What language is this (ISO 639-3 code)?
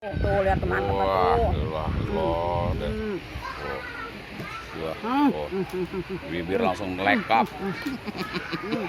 bew